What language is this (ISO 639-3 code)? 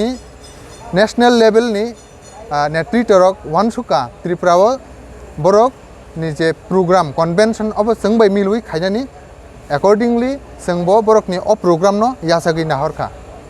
trp